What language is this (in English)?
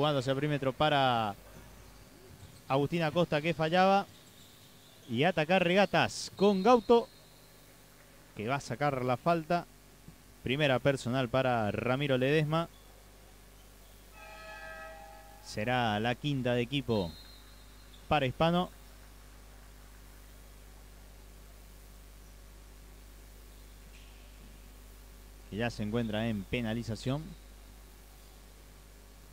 Spanish